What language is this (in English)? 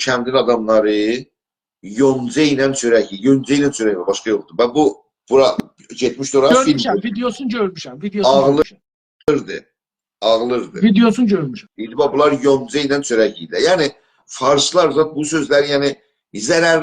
South Azerbaijani